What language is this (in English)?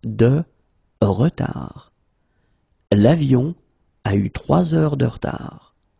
French